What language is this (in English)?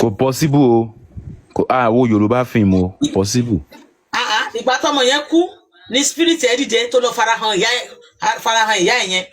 Yoruba